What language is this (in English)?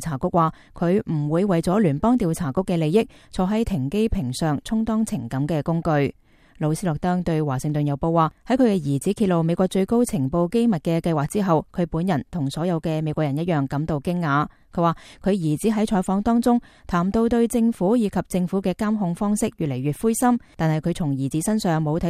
Cantonese